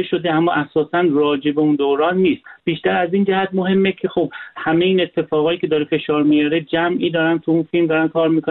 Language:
Persian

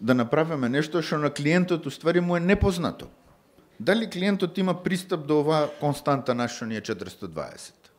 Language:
Macedonian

